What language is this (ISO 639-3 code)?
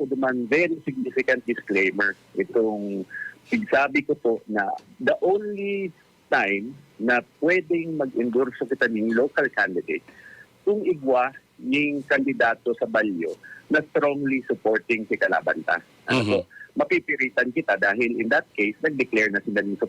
bik